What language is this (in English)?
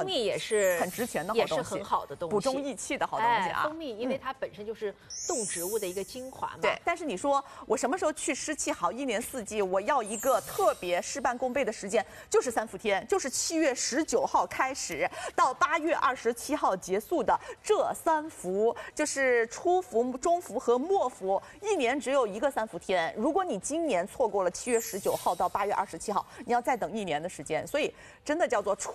Chinese